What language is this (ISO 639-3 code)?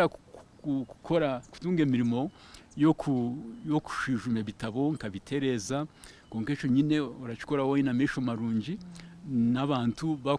nyn